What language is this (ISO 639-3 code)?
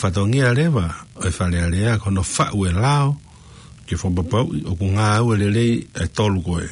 ton